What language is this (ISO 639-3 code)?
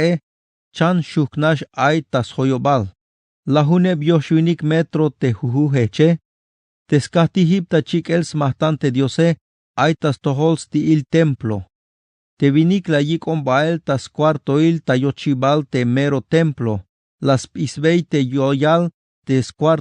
tzh